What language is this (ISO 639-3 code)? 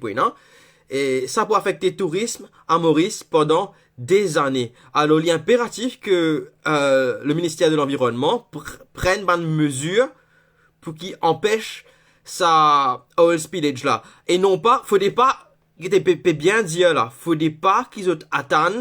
mfe